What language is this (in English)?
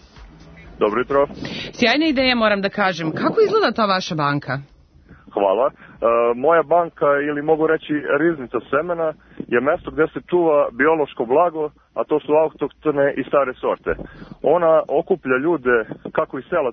Serbian